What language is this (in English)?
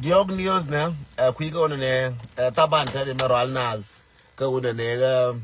Nuer